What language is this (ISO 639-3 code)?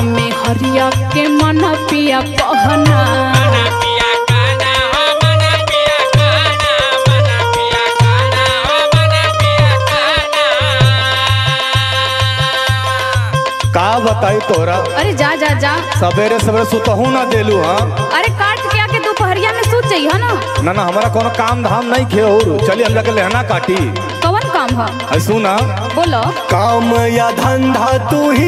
bho